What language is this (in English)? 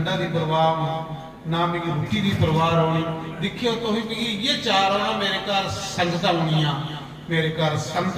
Dogri